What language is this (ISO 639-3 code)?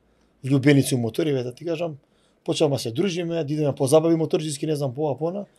mkd